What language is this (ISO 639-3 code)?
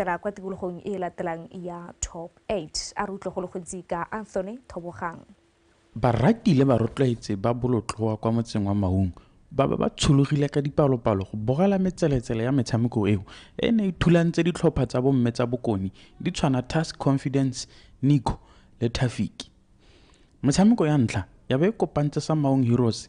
tsn